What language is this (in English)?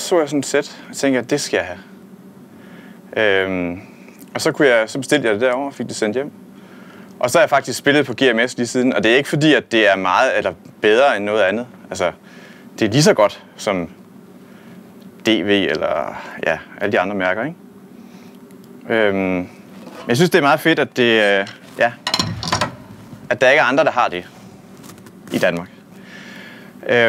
Danish